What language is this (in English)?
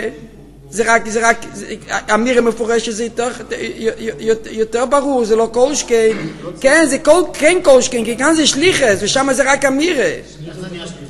Hebrew